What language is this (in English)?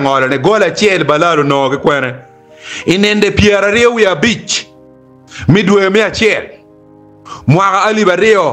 Acoli